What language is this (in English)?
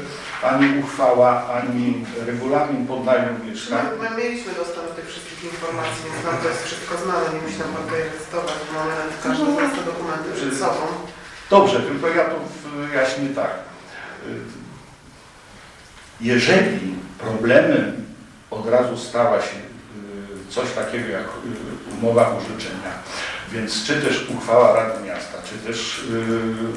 Polish